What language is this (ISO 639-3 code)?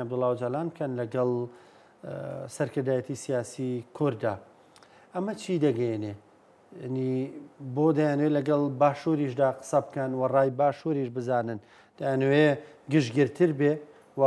ckb